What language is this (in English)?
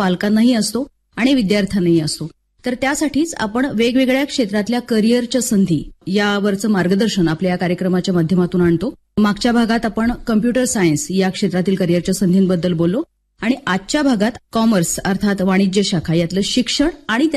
Marathi